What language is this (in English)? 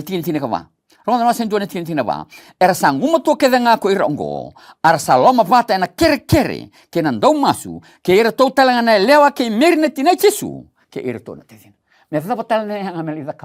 Fijian